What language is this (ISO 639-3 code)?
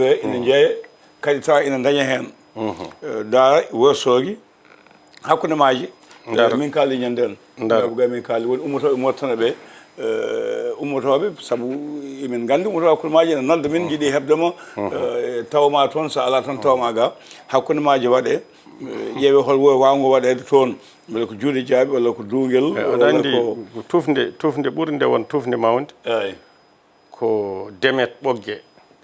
ful